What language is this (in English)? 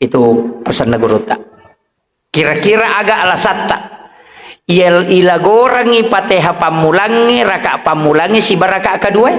Buginese